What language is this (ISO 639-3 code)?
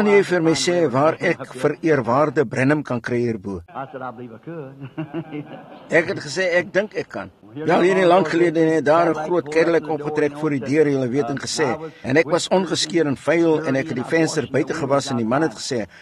afr